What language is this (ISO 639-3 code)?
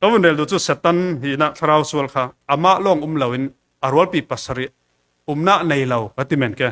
cfm